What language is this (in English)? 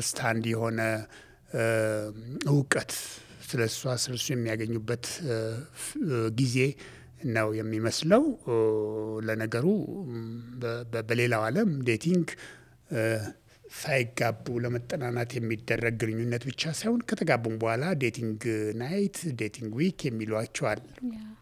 Amharic